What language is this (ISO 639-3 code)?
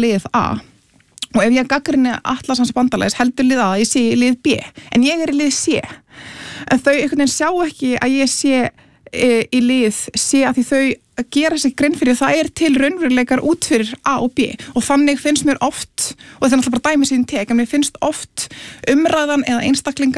isl